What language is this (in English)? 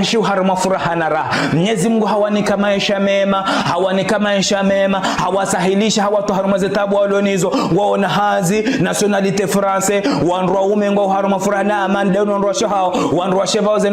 Ngazidja Comorian